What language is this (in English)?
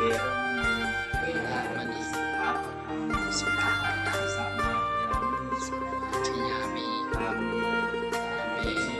Pali